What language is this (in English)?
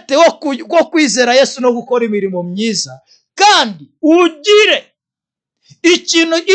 Kinyarwanda